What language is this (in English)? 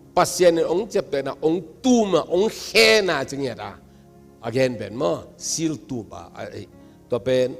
Tedim Chin